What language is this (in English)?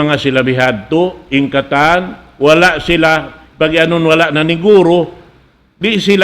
Tausug